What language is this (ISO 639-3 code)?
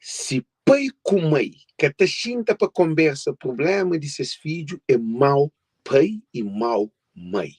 kea